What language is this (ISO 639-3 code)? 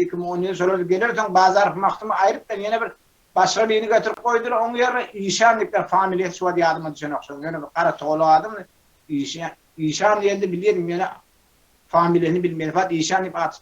tuk